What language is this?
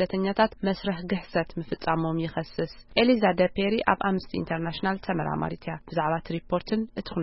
Tigrinya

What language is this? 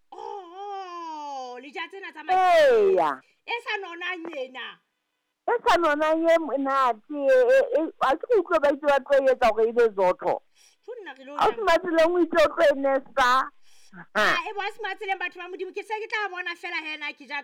Southern Sotho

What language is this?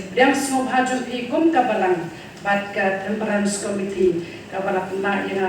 Khasi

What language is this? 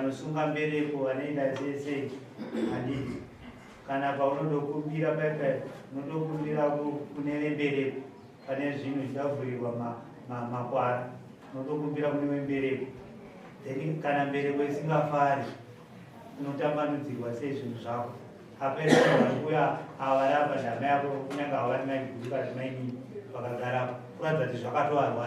Shona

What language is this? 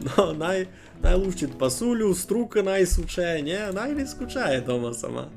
Rusyn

